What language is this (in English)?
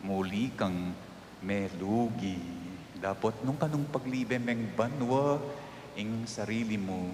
Pampanga